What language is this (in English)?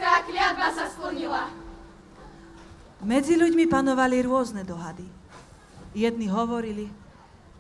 Slovak